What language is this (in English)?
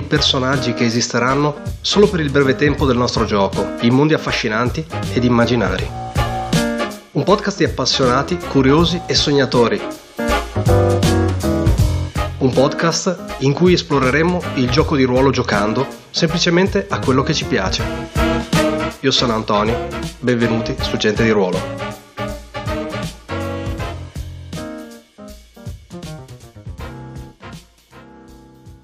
Italian